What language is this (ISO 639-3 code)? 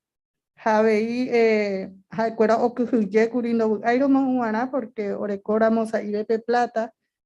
grn